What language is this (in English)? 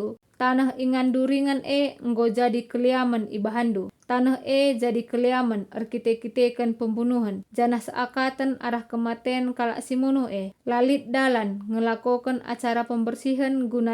Batak Karo